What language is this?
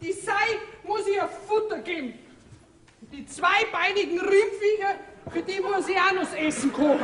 Bavarian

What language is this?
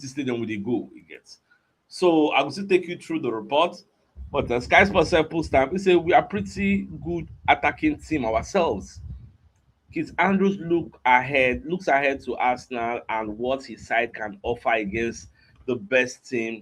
Nigerian Pidgin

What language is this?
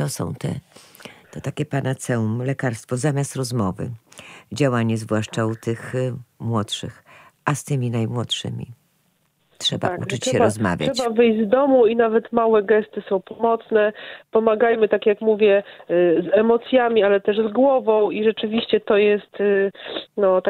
Polish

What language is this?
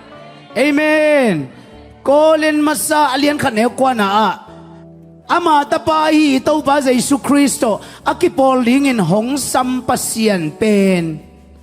Tedim Chin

